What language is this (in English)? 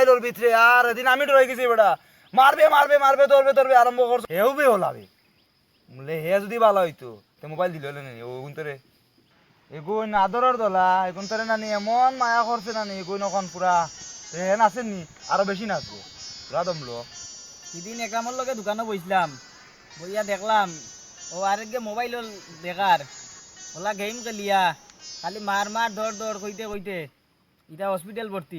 Sylheti